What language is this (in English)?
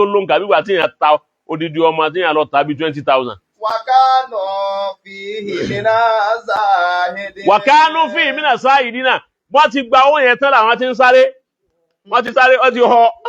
Yoruba